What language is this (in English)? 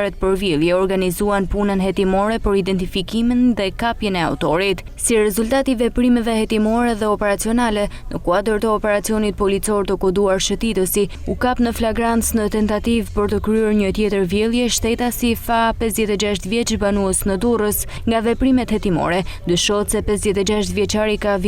Albanian